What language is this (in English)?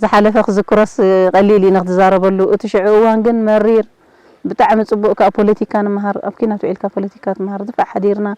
Tigrinya